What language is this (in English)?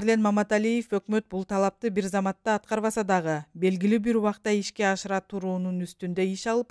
Kyrgyz